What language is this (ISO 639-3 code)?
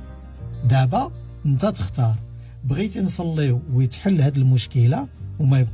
ary